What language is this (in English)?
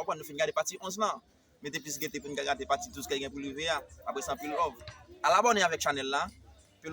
Haitian Creole